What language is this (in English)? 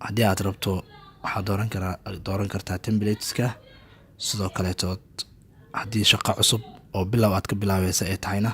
Somali